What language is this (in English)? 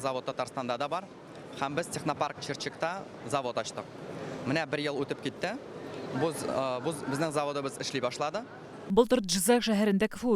Tatar